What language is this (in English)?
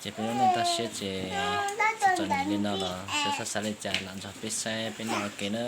Hmong